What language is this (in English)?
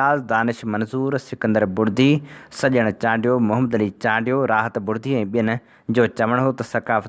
Sindhi